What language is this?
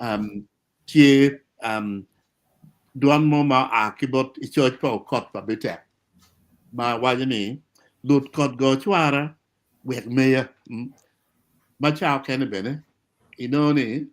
Acoli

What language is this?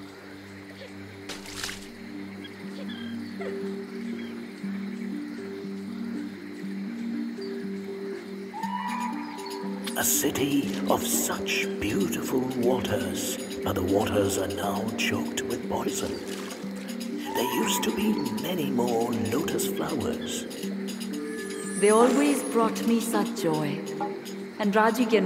English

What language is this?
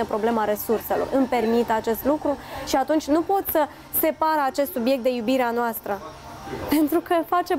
Romanian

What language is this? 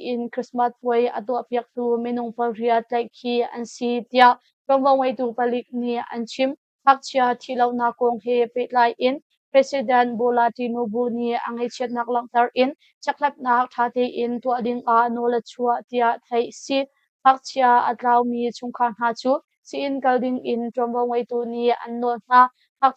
Hakha Chin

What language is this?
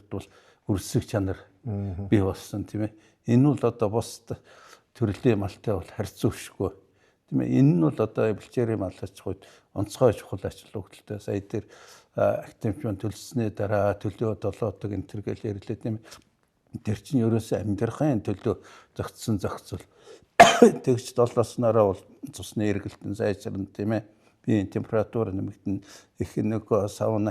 Mongolian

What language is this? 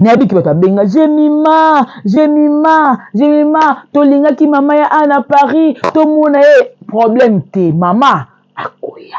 Lingala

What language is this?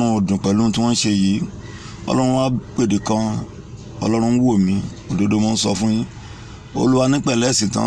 Yoruba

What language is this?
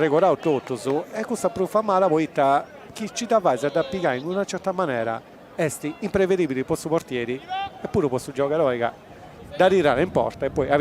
Sardinian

